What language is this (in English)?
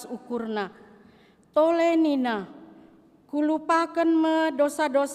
Batak Karo